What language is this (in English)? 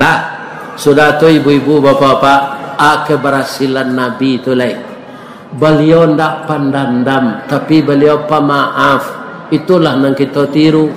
Minangkabau